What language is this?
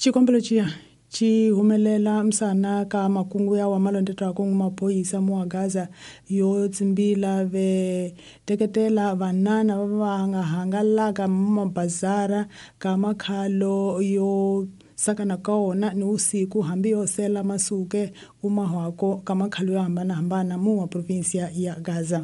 Tsonga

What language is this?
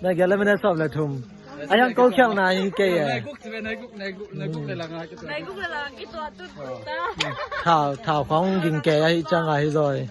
Tedim Chin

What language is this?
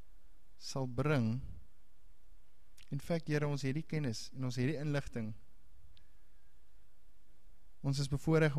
Afrikaans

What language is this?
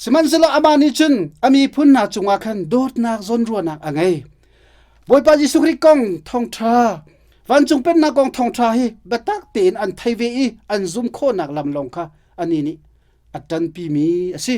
Hakha Chin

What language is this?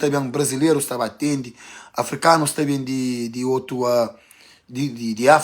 Kabuverdianu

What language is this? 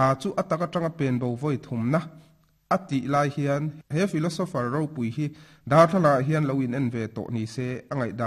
Mizo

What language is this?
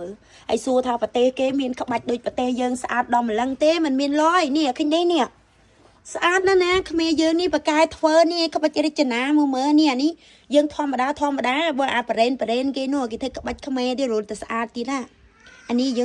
Khmer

